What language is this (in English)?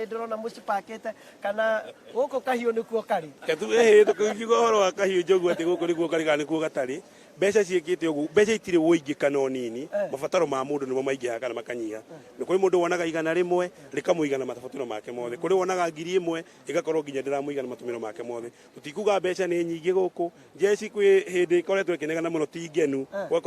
Kikuyu